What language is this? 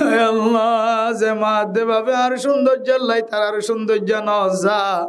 Rohingya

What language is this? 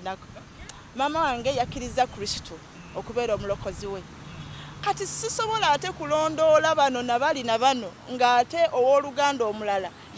Ganda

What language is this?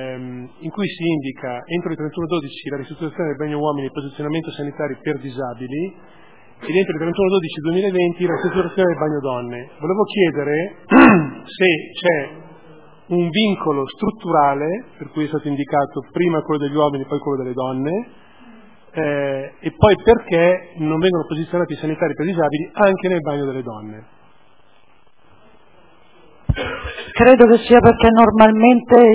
Italian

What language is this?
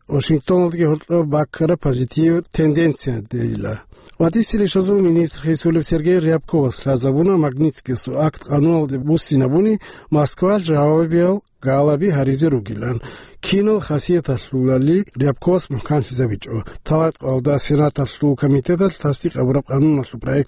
Avaric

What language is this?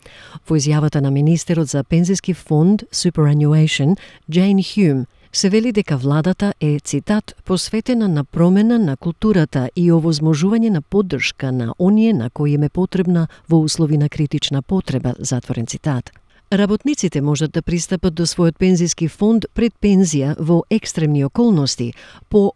Macedonian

